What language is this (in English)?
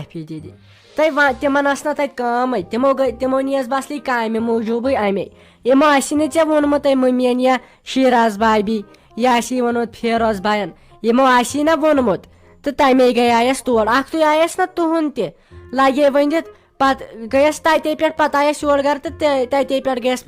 Kashmiri